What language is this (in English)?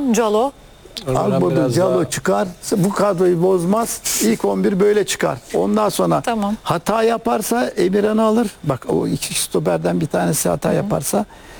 Turkish